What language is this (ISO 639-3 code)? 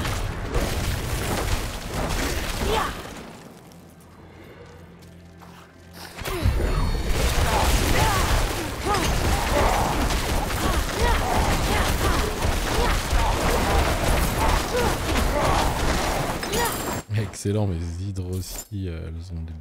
fra